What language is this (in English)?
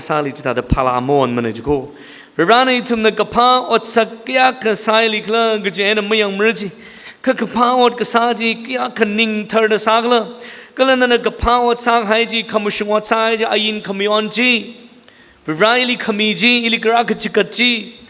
Tangkhul Naga (India)